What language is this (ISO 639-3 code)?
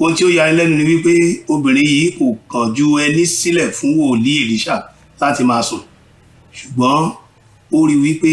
yor